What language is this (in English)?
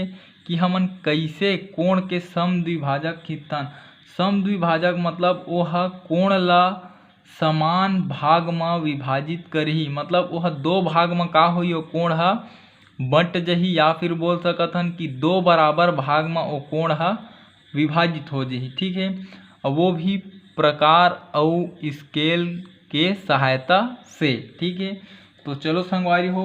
Chhattisgarhi